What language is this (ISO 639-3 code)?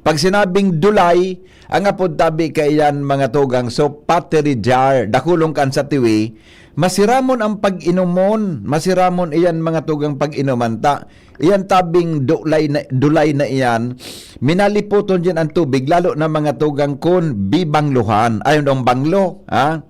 bik